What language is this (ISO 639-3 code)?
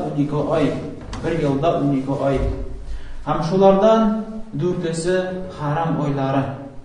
tat